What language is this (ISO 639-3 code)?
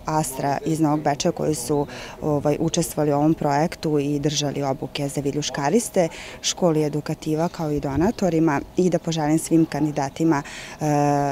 srp